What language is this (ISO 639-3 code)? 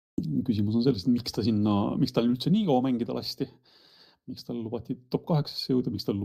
est